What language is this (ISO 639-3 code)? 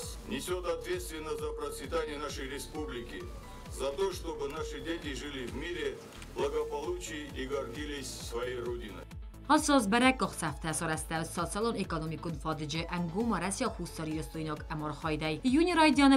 oss